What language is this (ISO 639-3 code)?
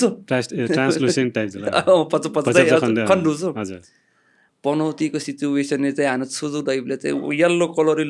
new